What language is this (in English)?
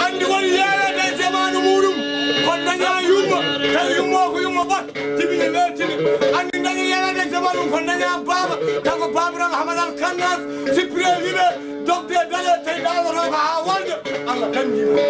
Fula